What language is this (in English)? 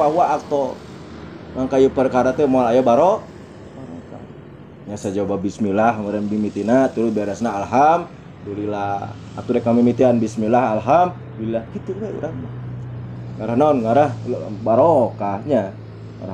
Sundanese